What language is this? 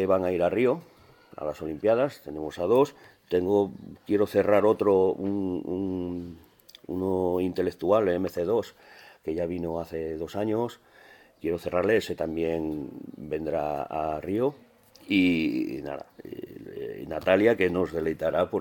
Catalan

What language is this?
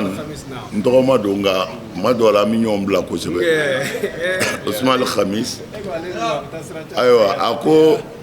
Bambara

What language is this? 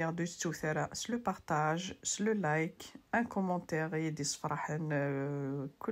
Kabyle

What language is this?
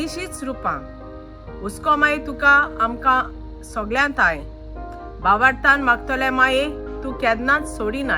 Konkani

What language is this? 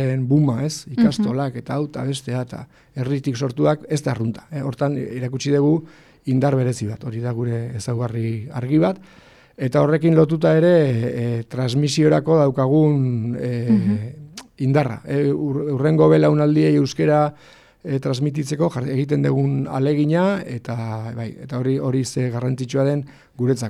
Basque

